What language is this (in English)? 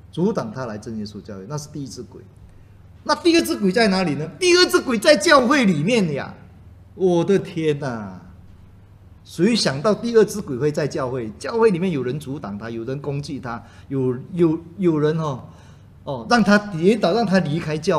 Chinese